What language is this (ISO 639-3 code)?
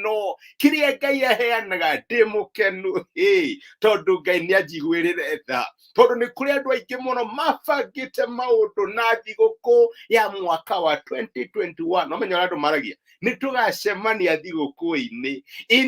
kik